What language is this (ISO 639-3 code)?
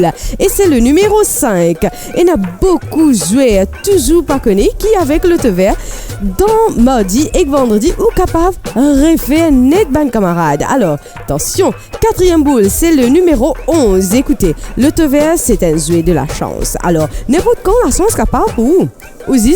mfe